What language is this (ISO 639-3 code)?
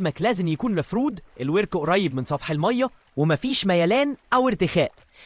arz